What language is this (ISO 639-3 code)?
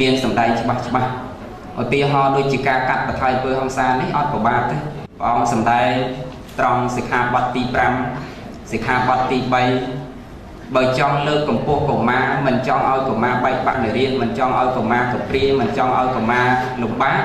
khm